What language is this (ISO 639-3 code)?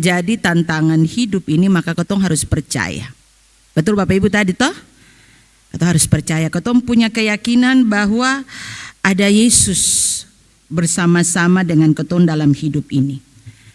abs